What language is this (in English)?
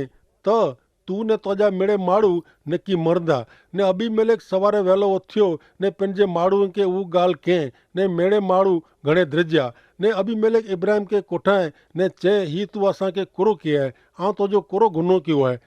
Kachhi